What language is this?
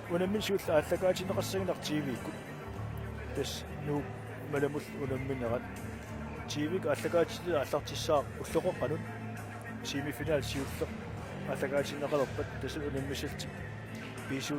Kalaallisut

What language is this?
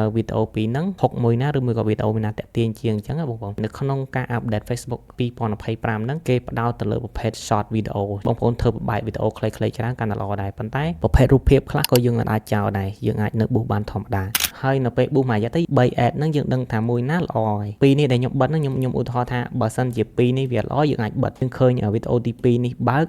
Khmer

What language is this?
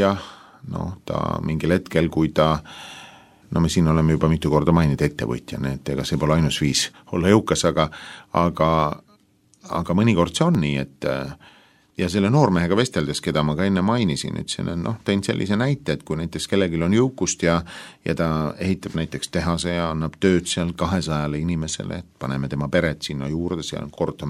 Estonian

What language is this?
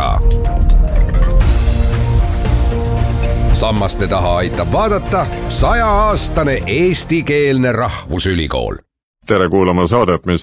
Estonian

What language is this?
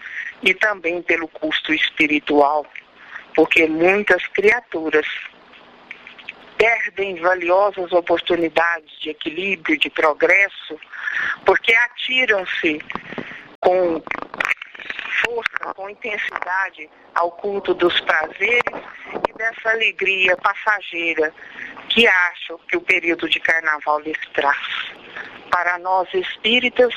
Portuguese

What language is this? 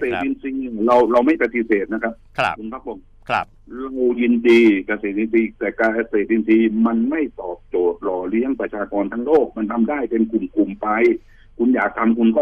Thai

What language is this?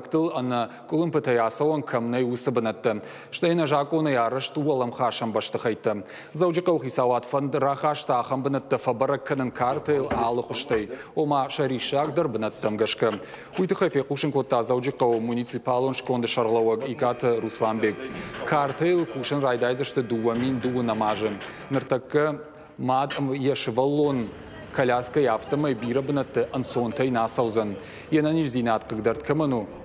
Ossetic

